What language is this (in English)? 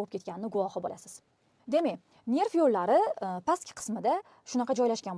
Uzbek